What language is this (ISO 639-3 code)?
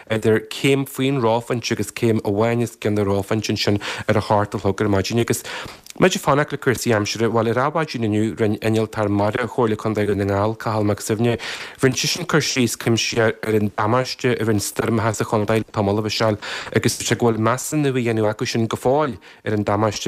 gle